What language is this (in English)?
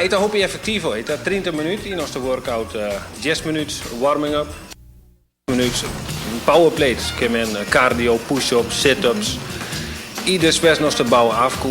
Papiamento